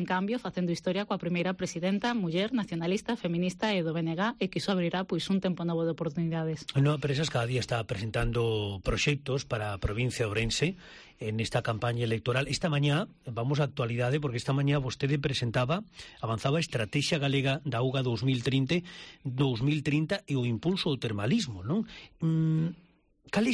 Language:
Galician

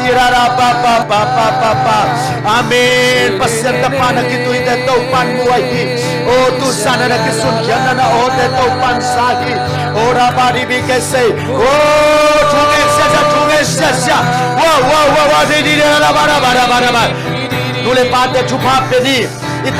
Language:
Tedim Chin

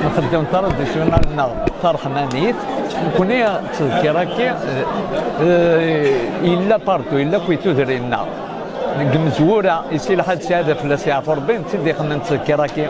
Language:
Kabyle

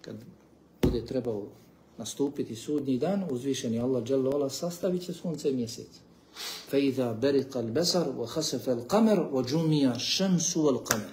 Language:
Bosnian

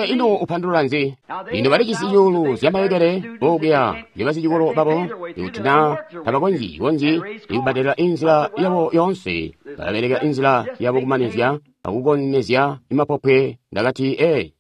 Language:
Tonga (Zambia)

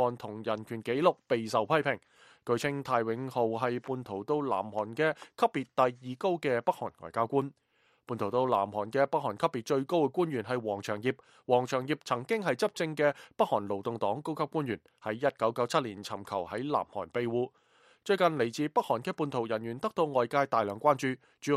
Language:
Cantonese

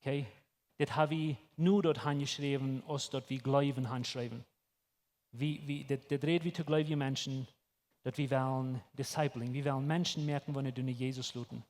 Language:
Plautdietsch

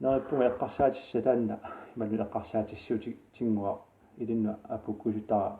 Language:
Kalaallisut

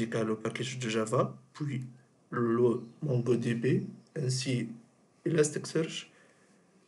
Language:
French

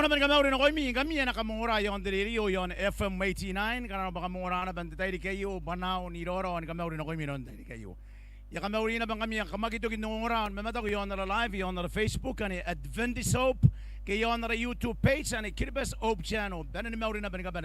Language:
Gilbertese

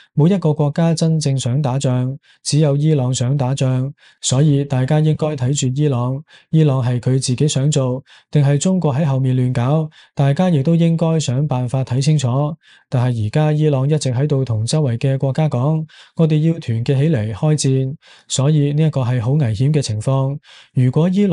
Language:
Cantonese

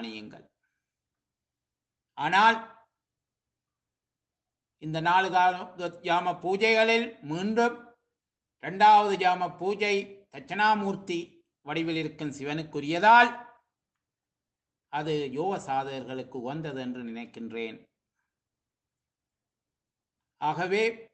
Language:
Tamil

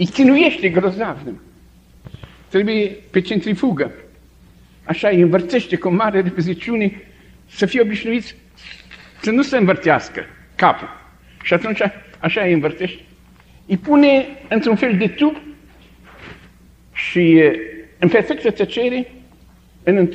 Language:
Romanian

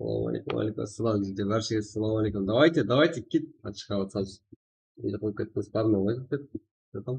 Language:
Kara-Kalpak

